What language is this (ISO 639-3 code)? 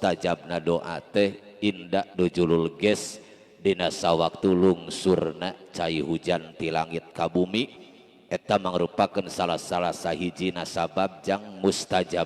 sun